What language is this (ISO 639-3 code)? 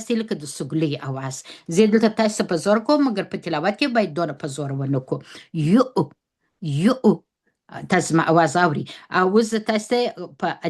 pus